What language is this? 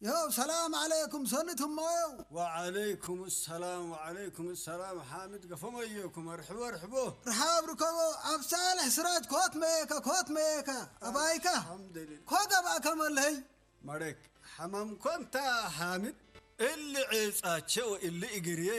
Tigrinya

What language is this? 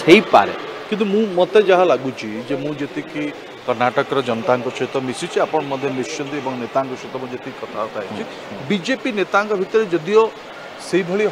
Odia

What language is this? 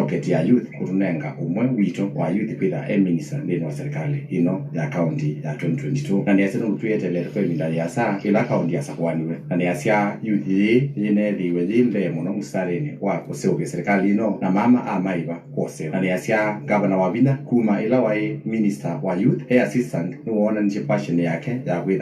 Kamba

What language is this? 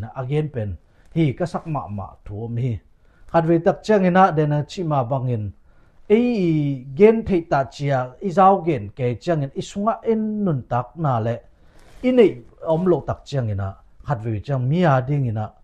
Tedim Chin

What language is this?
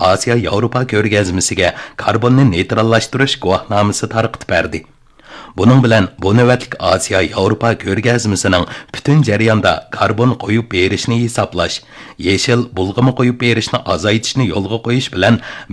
Uyghur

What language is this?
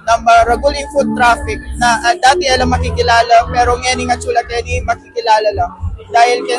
Pampanga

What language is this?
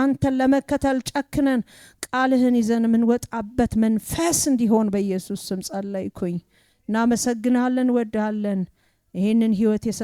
Amharic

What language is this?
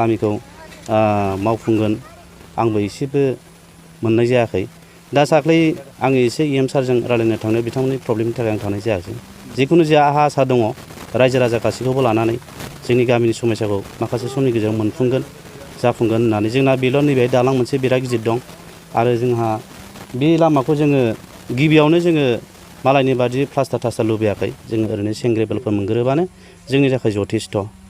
Bodo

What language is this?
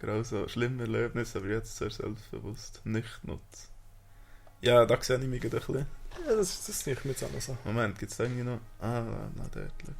Swiss German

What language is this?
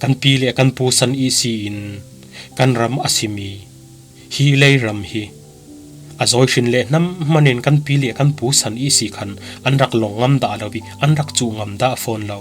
Falam Chin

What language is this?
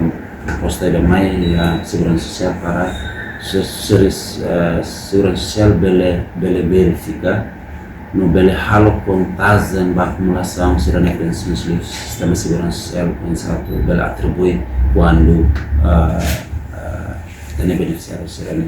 Tetum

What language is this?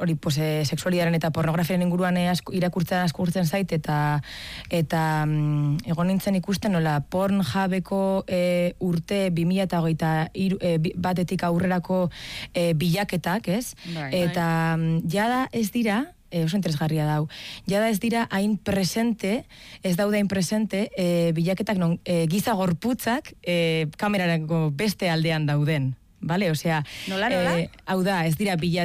Basque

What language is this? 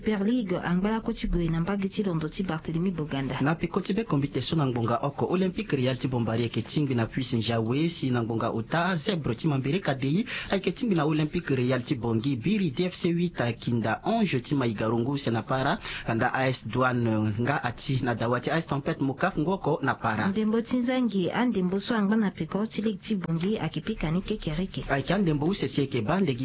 Sango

